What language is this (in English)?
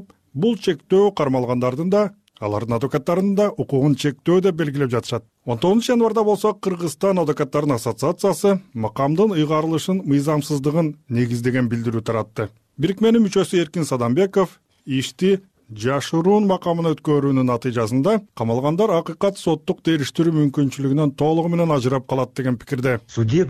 Kyrgyz